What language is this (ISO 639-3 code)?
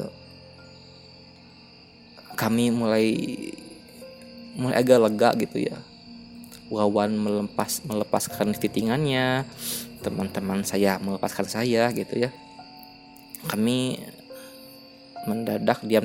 ind